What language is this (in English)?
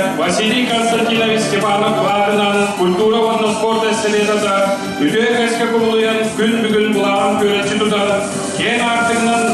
Yakut